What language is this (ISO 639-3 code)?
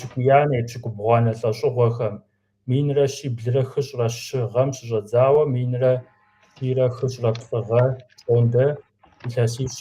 kbd